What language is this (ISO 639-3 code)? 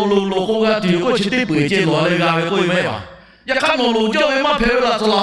lhu